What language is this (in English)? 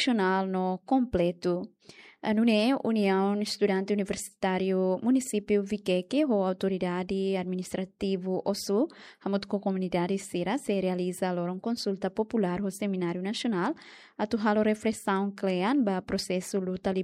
Tetum